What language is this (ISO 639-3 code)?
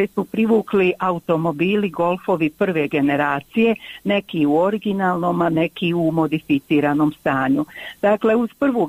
hrv